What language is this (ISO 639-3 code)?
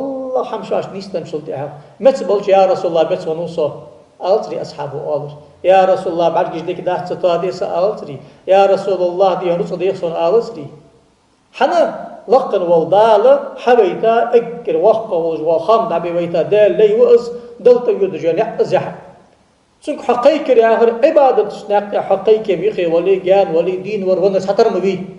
inh